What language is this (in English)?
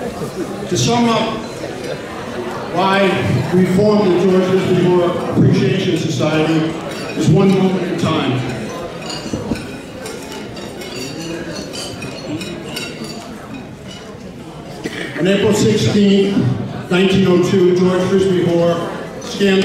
English